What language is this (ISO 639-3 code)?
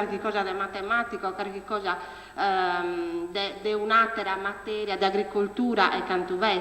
srd